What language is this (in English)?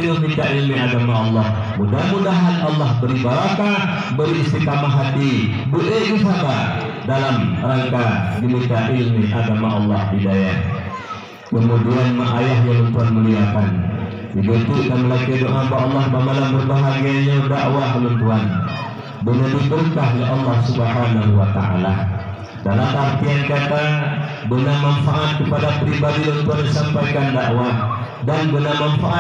Achinese